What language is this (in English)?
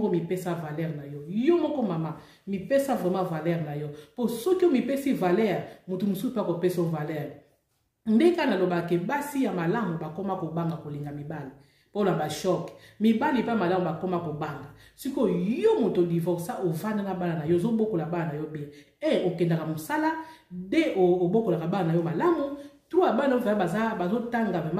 Lingala